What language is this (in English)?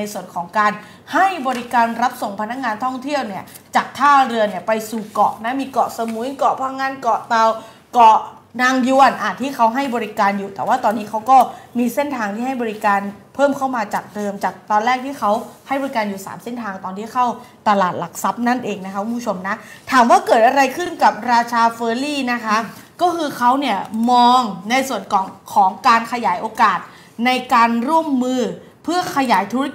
Thai